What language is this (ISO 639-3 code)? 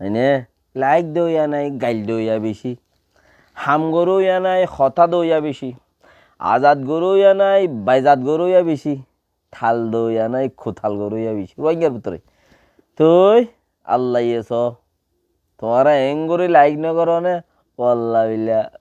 rhg